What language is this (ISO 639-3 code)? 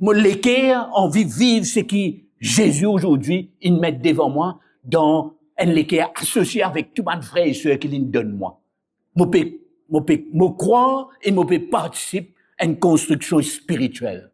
mfe